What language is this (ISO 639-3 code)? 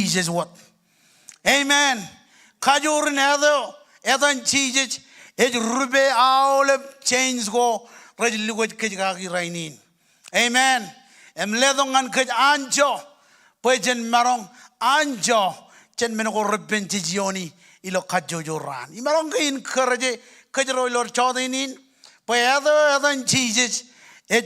mah